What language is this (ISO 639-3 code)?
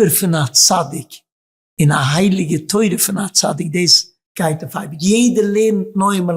yid